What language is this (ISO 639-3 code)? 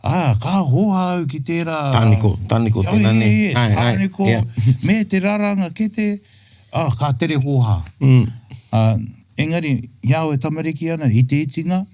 mri